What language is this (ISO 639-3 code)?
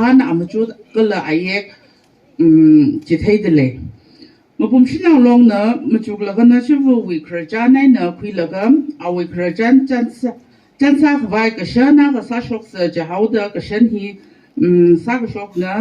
nmf